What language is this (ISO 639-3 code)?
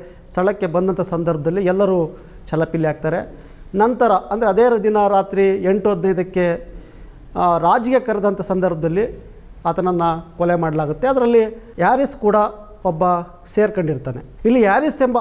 kan